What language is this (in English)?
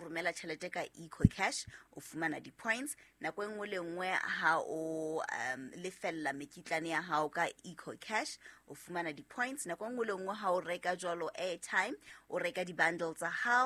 Southern Sotho